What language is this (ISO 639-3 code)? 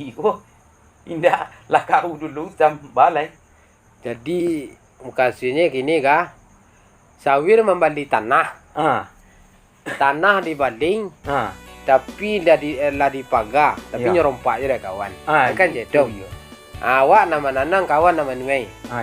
min